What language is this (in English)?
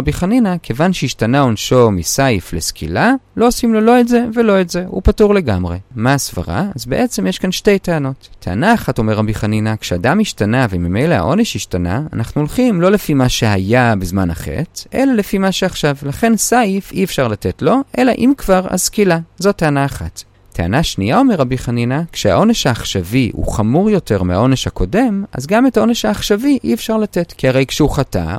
Hebrew